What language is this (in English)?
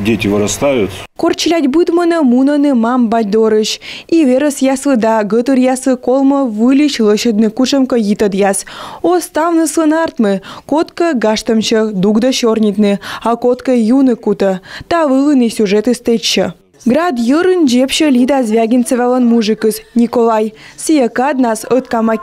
Komi